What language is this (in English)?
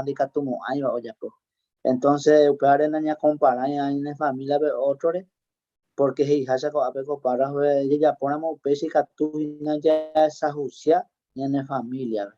Guarani